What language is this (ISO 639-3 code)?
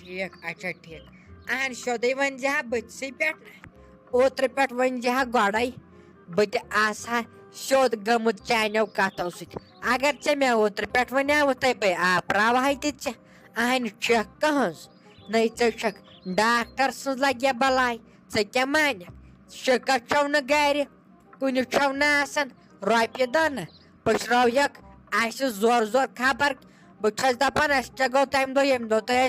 kas